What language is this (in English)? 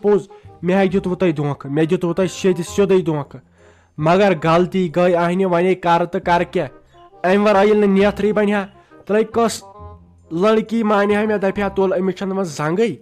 Kashmiri